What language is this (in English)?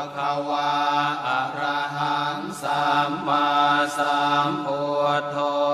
Pali